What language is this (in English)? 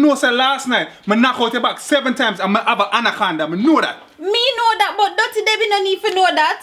Jamaican Creole English